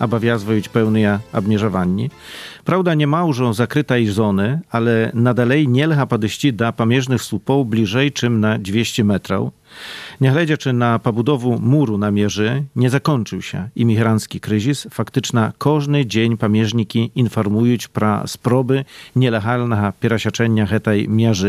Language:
Belarusian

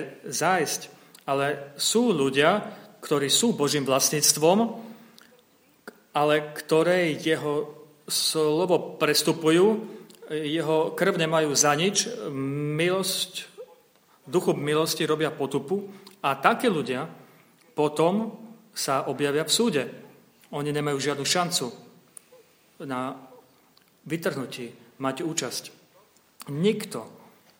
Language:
Slovak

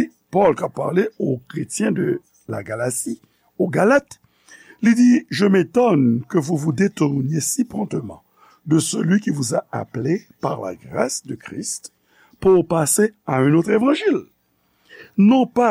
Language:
Haitian Creole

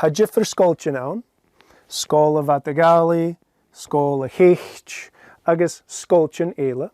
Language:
Scottish Gaelic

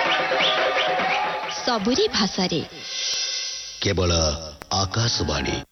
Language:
Odia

